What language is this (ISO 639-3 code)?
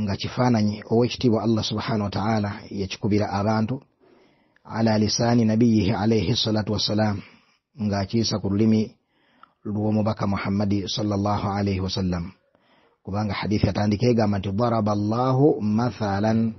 lug